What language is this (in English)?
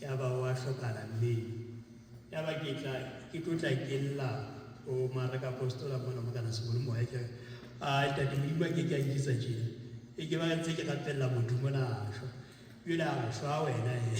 Southern Sotho